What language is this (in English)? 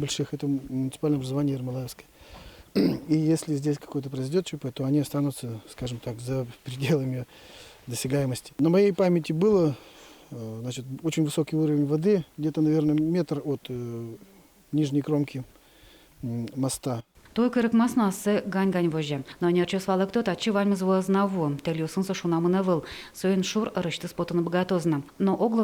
Udmurt